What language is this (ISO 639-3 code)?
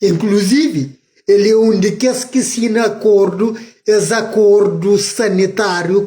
kea